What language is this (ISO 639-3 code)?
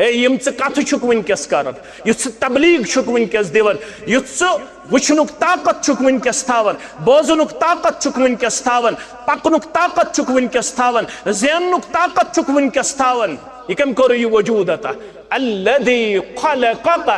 kas